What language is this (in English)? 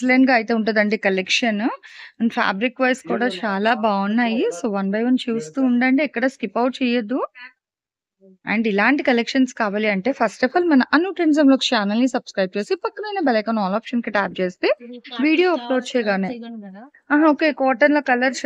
Telugu